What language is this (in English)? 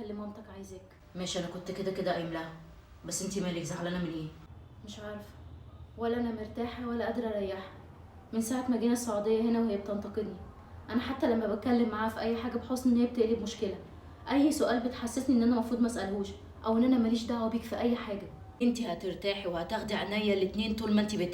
Egyptian Arabic